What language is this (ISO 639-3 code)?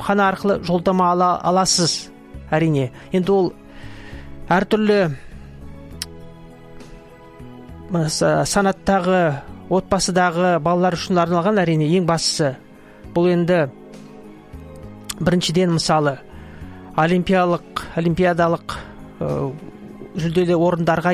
kaz